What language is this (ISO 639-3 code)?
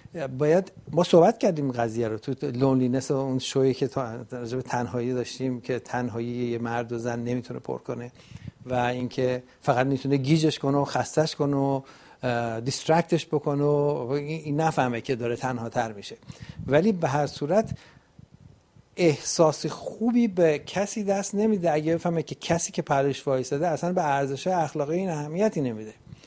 fas